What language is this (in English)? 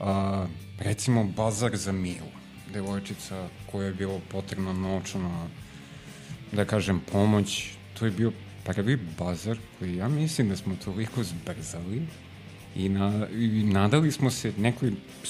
Serbian